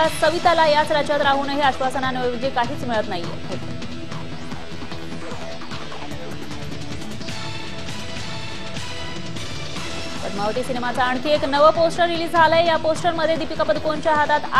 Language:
Marathi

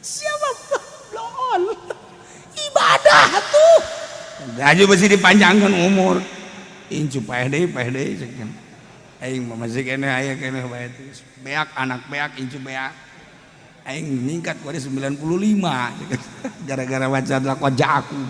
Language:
Sundanese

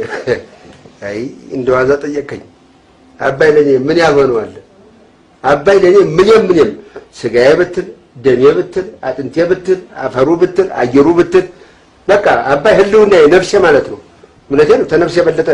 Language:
Amharic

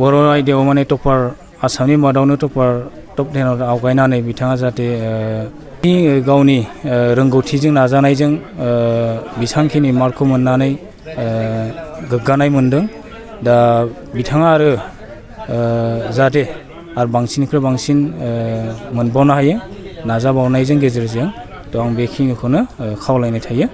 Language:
Bodo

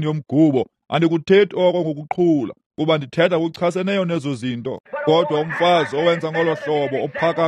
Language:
Xhosa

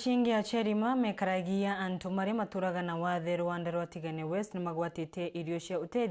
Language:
Meru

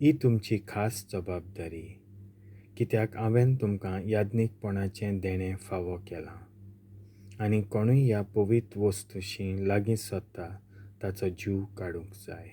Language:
Konkani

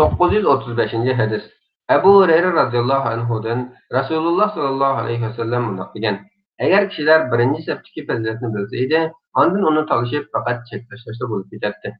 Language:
Uyghur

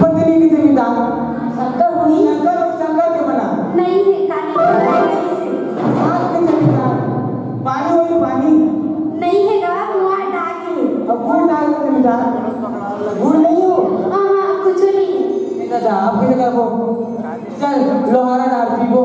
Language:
Chhattisgarhi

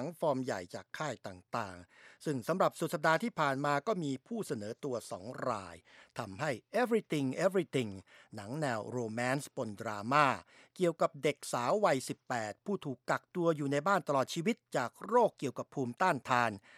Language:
Thai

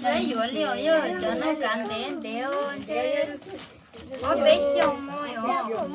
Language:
Hmong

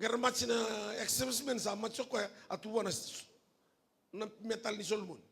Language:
Fijian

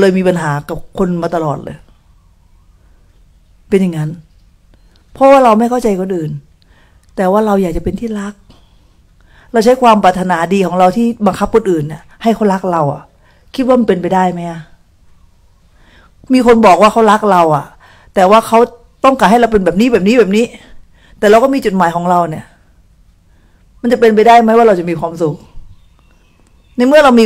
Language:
Thai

